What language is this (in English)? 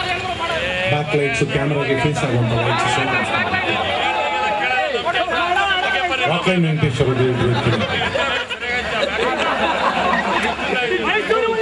Kannada